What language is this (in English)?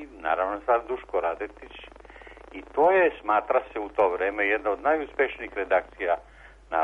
Serbian